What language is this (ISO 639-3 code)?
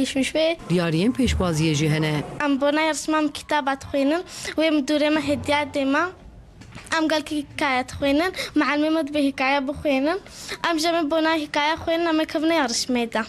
kur